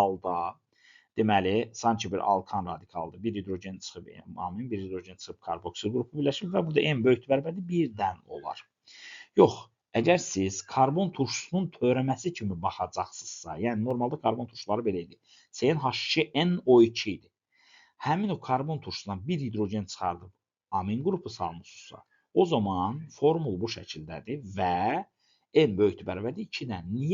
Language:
Azerbaijani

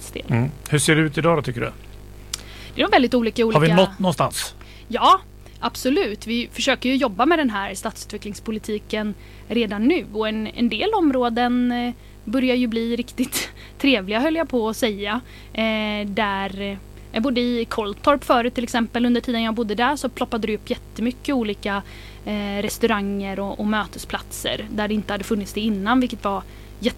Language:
Swedish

